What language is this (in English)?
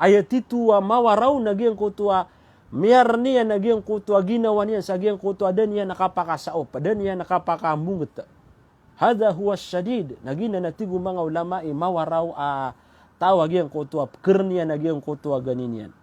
Maranao